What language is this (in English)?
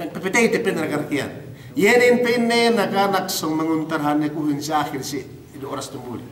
Yakan